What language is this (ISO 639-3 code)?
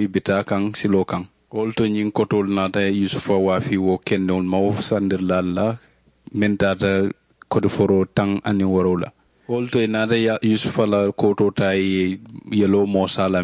man